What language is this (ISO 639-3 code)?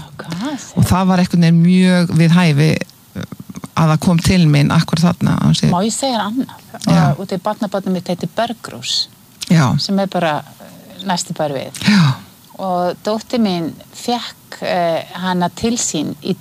isl